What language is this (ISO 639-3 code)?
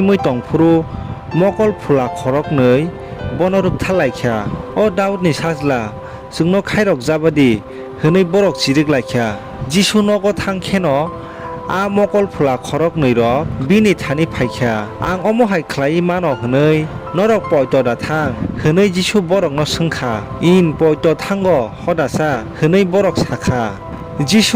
trp